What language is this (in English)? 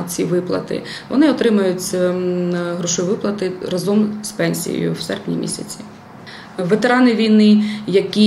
Ukrainian